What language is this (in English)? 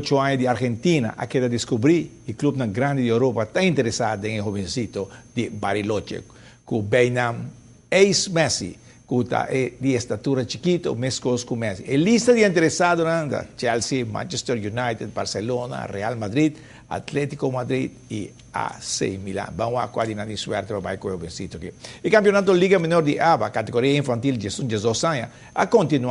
Papiamento